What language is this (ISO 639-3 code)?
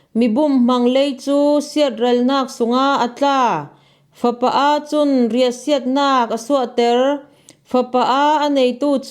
cfm